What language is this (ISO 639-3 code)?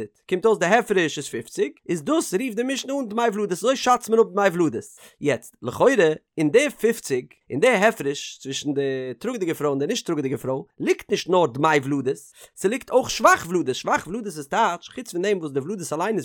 yid